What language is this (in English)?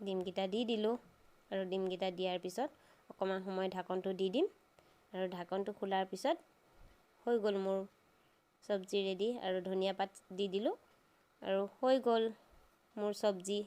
Assamese